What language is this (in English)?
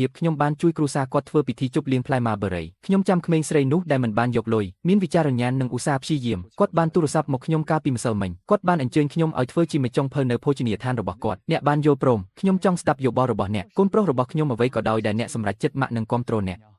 Khmer